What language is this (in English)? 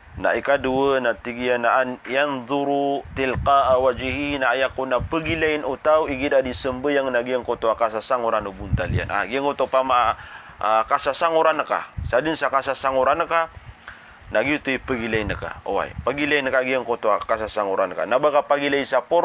Maranao